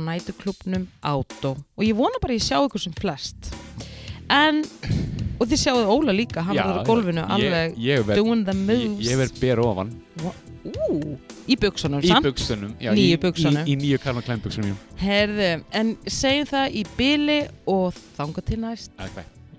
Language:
Icelandic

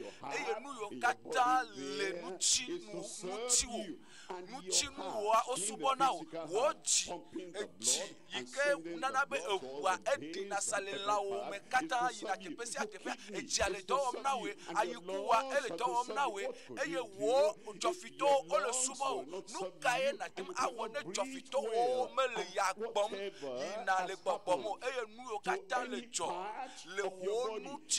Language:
Ewe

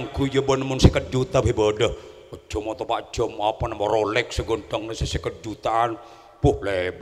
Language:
Madurese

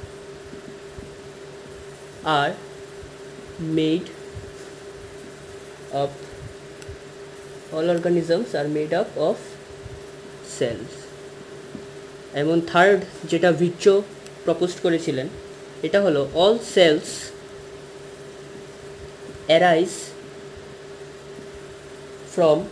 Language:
Bangla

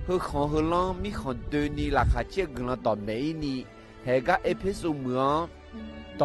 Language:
Akha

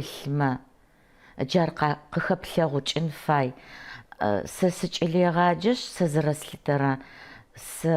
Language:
Adyghe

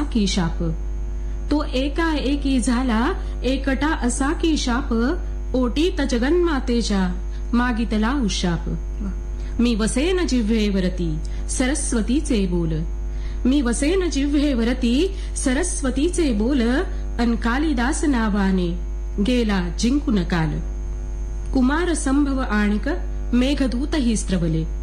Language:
Marathi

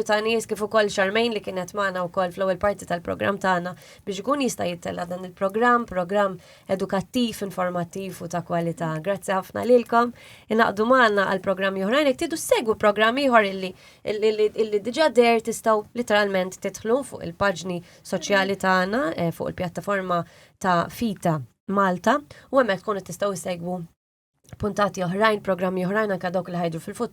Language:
Maltese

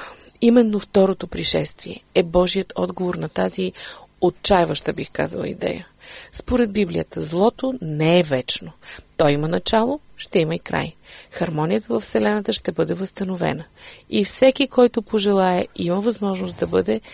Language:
Bulgarian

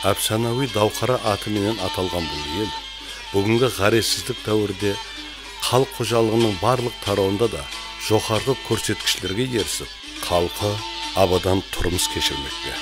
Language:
Kara-Kalpak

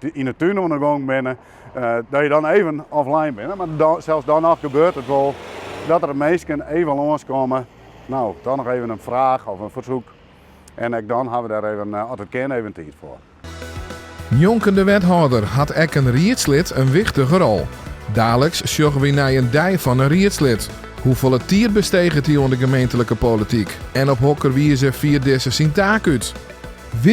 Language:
Western Frisian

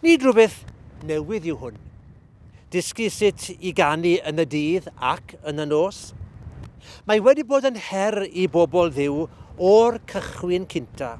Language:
Welsh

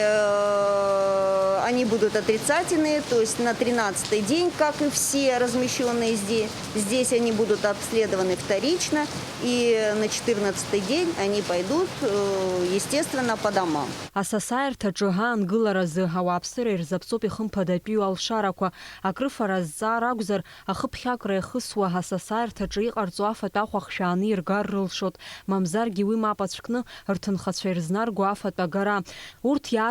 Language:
Abkhazian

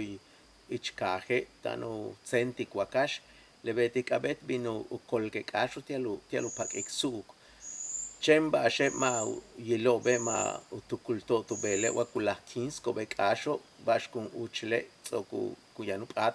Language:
Yucateco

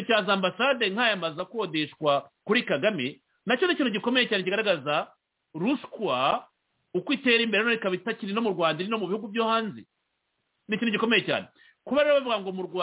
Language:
Kinyarwanda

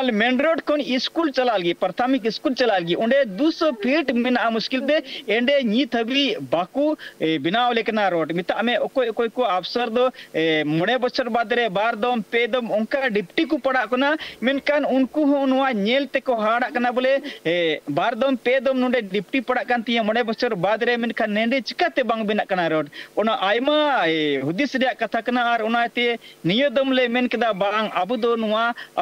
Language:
Santali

